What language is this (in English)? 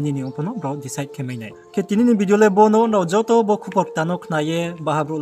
Riang (India)